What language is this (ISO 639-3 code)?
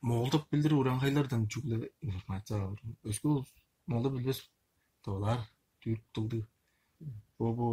tyv